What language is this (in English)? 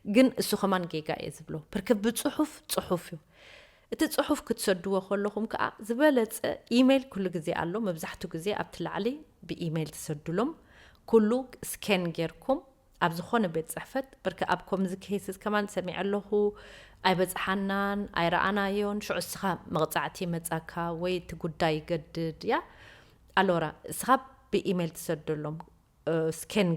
Tigrinya